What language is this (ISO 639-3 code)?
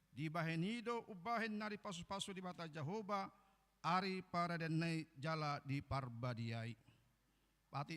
bbc